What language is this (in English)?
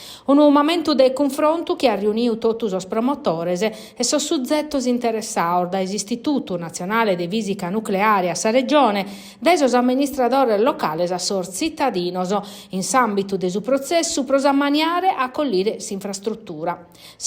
Sardinian